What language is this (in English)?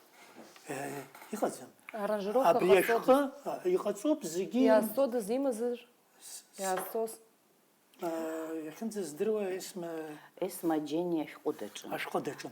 Abkhazian